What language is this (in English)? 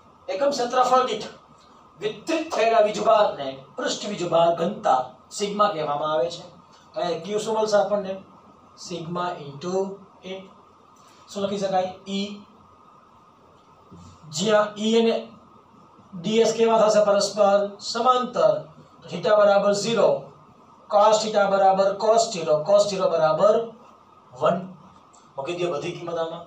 Gujarati